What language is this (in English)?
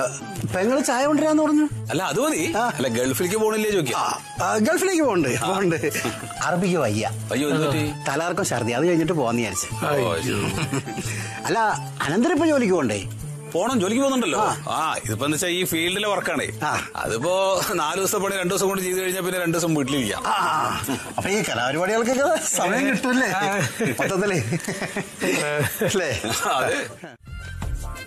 Malayalam